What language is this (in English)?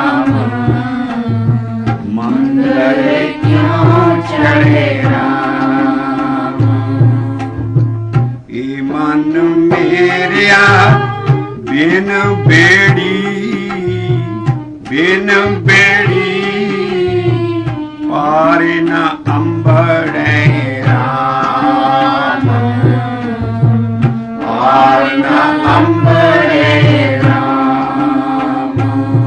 Punjabi